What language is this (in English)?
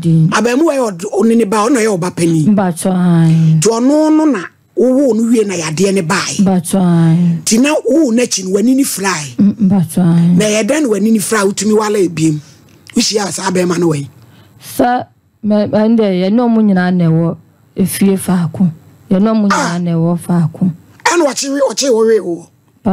Akan